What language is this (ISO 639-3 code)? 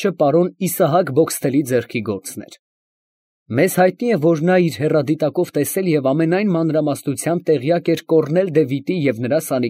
hye